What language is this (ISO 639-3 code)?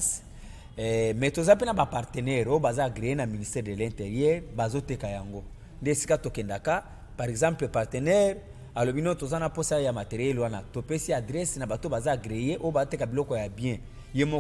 lin